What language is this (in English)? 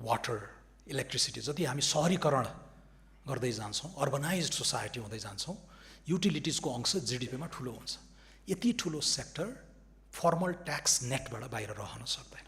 Nepali